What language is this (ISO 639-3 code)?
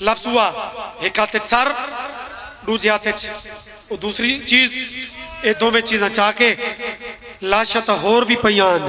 phr